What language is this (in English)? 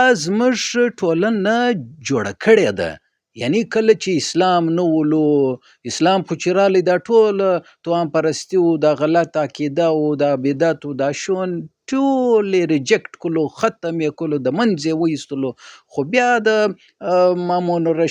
Pashto